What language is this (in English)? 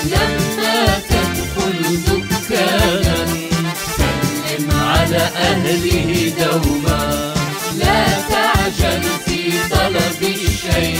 Algerian Arabic